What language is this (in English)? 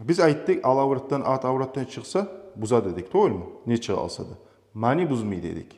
Kumyk